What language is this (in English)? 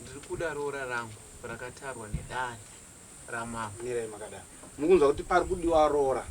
Shona